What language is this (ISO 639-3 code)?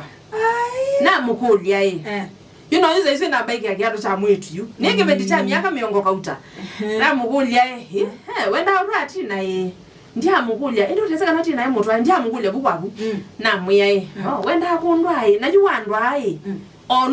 kam